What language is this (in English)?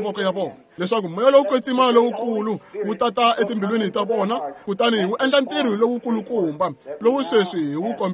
Tsonga